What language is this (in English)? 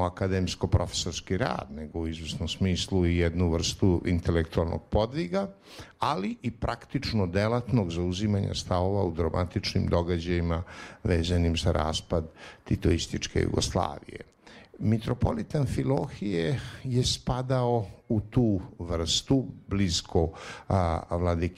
Serbian